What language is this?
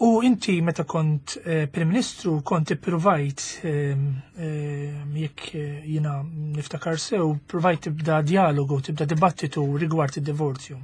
Maltese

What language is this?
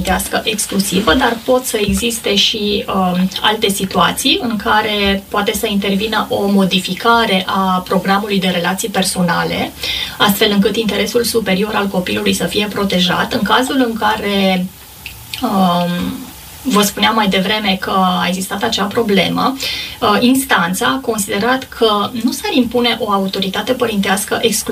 Romanian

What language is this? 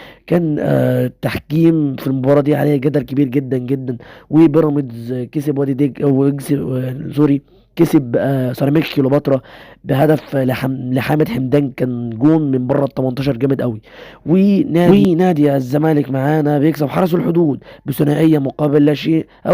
Egyptian Arabic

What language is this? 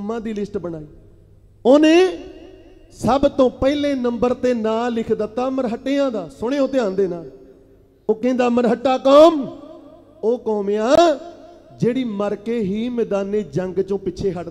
Punjabi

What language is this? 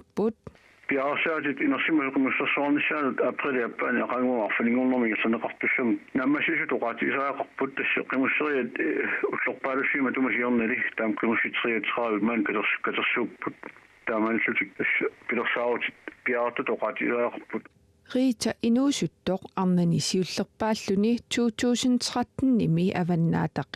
Kalaallisut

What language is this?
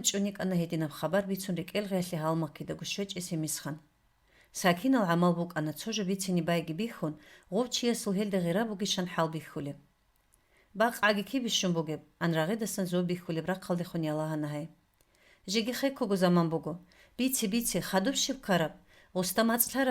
Avaric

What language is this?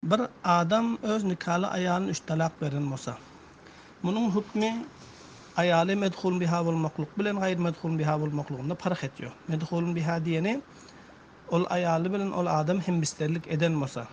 Turkmen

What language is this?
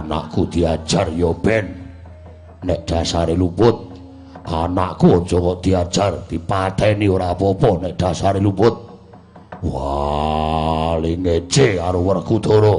Javanese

